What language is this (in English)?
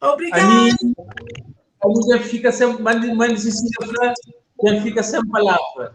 Kabuverdianu